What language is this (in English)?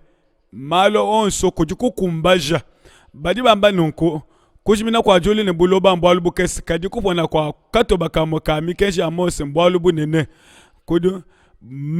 Luba-Lulua